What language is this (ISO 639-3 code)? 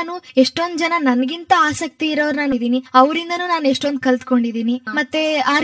kan